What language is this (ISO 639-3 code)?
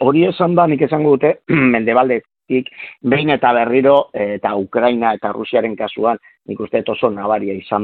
eus